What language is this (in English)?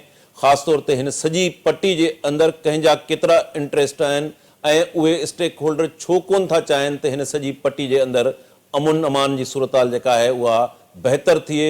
Sindhi